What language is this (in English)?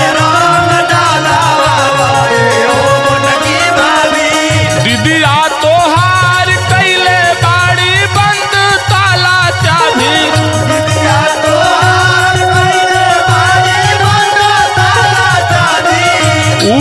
Bhojpuri